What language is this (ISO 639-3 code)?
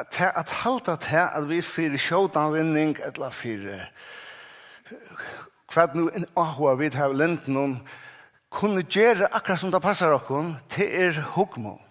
fao